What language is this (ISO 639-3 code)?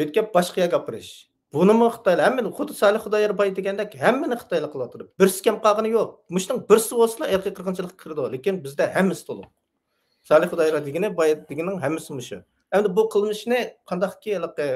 uig